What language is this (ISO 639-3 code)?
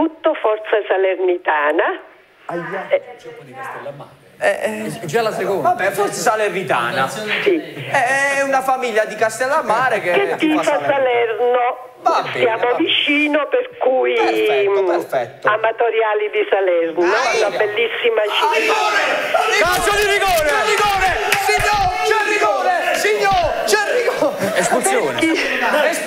ita